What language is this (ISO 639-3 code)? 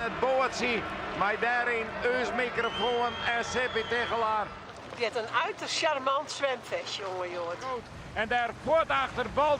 fry